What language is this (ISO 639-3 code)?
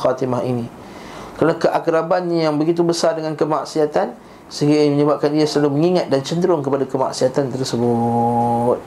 msa